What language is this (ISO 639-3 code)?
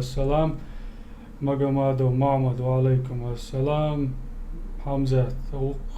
che